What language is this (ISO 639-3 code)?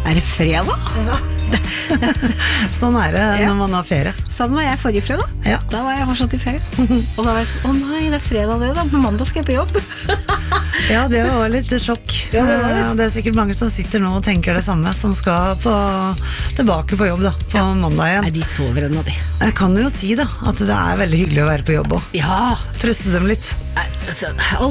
nor